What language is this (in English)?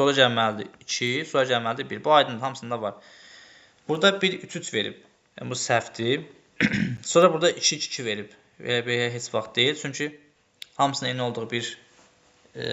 Azerbaijani